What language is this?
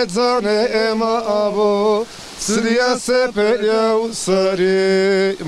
Zaza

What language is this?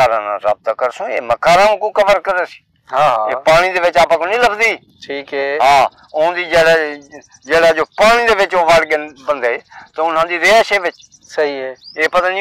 Saraiki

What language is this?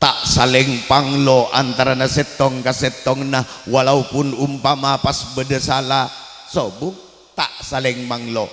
Madurese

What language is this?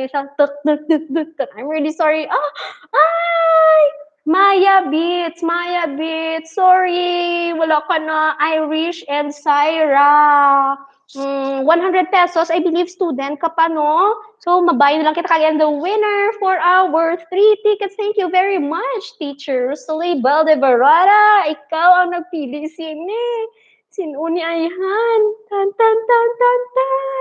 Hiligaynon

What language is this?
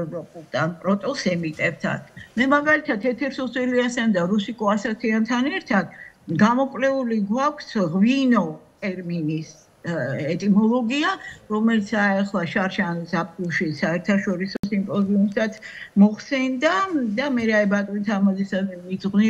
Georgian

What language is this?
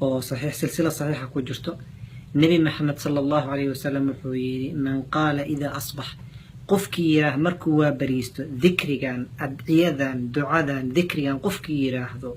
Somali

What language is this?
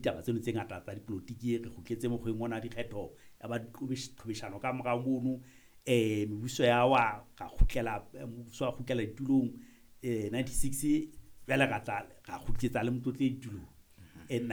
Southern Sotho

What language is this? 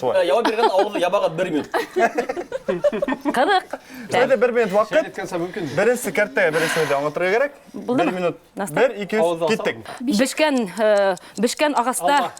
Bashkir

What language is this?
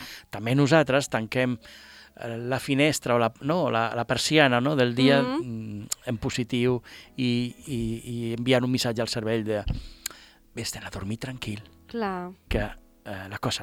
Catalan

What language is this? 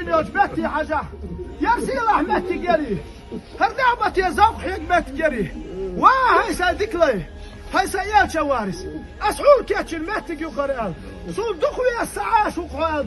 Chechen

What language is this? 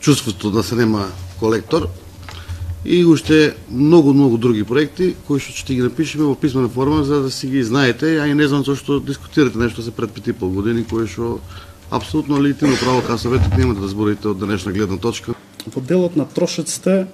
Macedonian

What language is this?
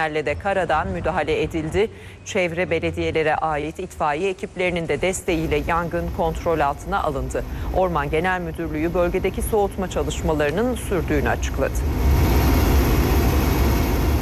Turkish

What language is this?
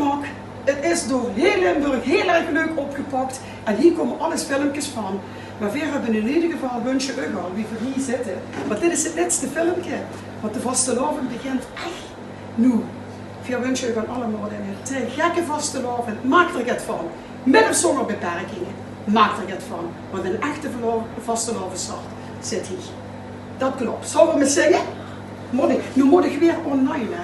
Limburgish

